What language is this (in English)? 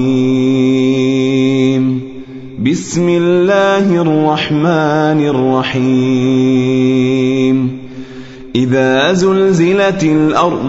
Arabic